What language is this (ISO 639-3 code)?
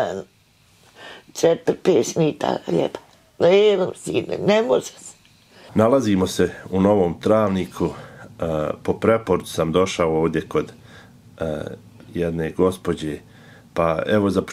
bos